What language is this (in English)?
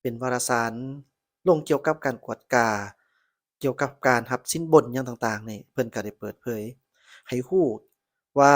Lao